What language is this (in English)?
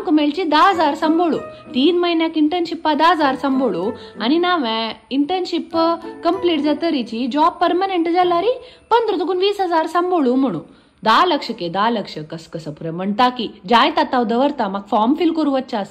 Konkani